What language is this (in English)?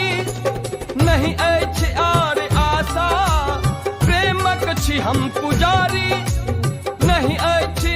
Maithili